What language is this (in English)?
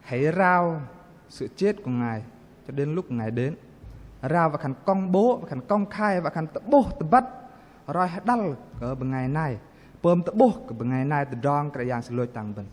Bahnar